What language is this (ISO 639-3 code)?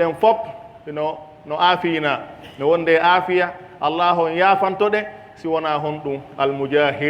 fuf